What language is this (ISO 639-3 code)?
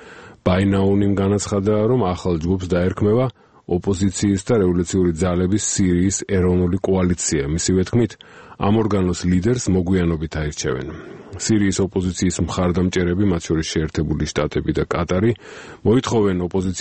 kat